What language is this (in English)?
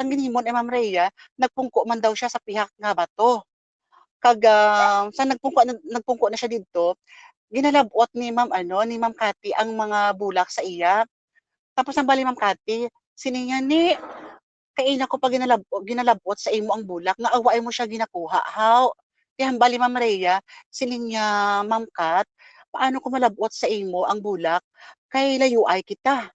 Hiligaynon